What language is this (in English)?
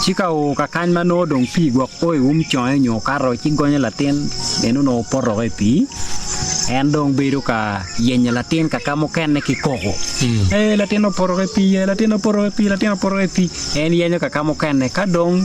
Acoli